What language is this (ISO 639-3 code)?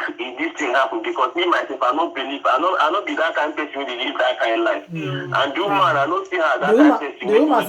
pcm